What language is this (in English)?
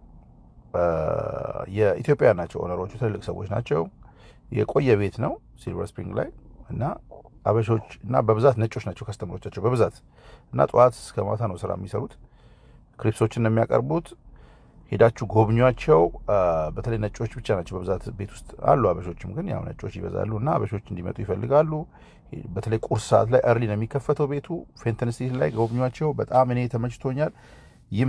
Amharic